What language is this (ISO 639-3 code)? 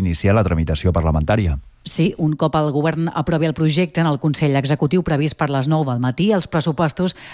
cat